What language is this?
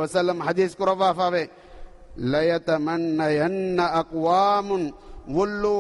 Divehi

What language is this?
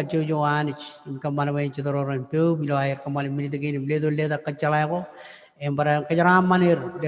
Marshallese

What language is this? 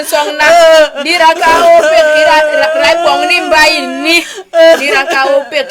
Basaa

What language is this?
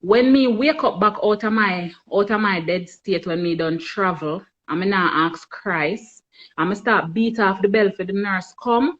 Jamaican Creole English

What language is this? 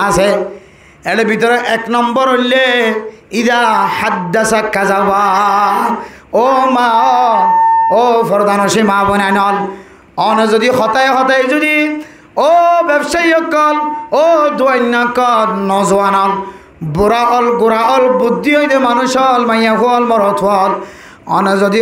Rohingya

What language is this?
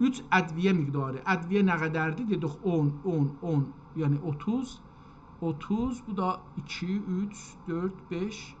South Azerbaijani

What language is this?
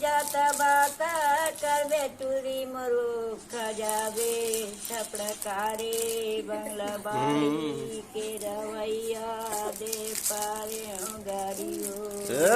Chhattisgarhi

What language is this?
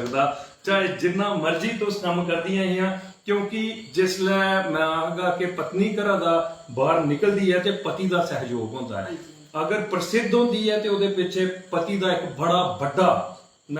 Dogri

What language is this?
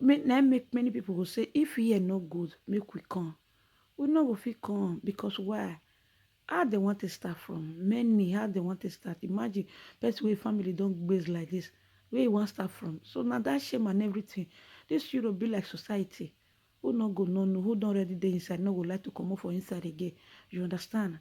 Nigerian Pidgin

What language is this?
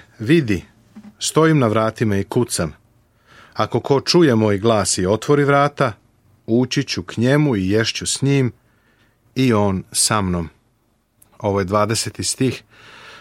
Serbian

